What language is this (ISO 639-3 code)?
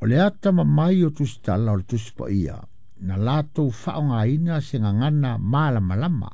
smo